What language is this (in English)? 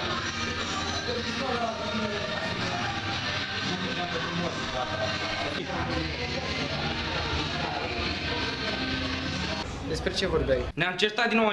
Romanian